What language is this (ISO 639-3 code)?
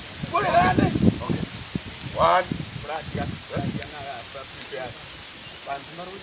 guz